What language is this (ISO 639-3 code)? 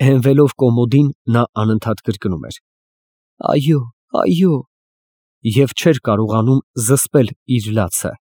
hye